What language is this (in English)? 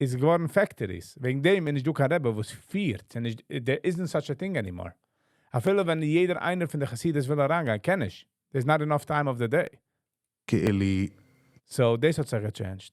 Yiddish